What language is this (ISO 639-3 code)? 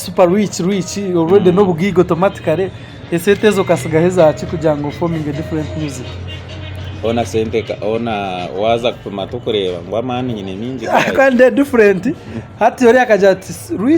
nyn